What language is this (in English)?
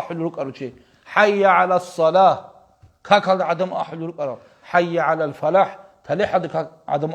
Avaric